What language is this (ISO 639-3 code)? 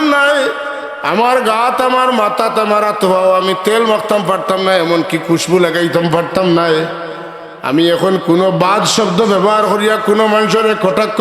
syl